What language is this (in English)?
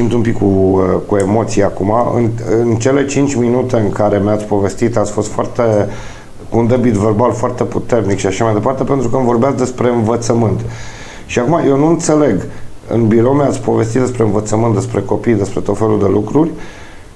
Romanian